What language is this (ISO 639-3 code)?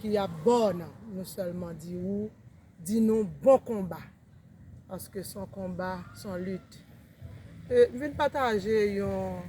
hat